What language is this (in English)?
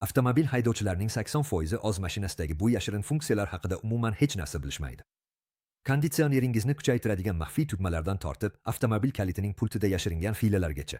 Uzbek